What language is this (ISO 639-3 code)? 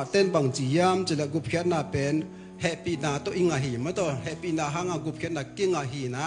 ctd